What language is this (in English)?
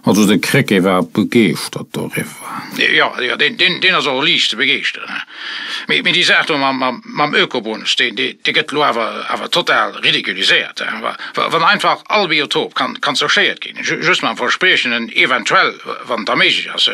Luxembourgish